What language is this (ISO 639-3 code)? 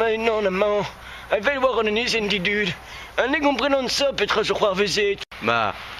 bre